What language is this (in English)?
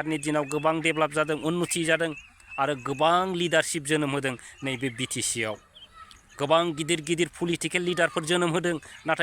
Bodo